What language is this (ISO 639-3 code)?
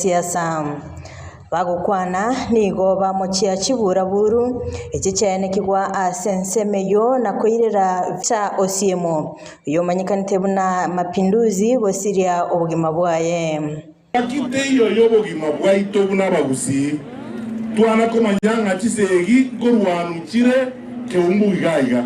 guz